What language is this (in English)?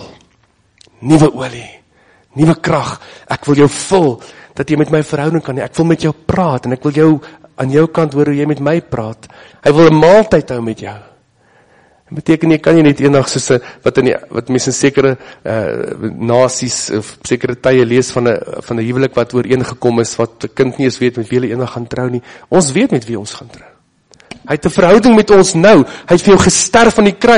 Afrikaans